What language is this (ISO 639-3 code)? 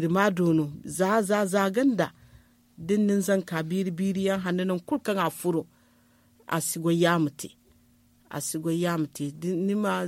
dje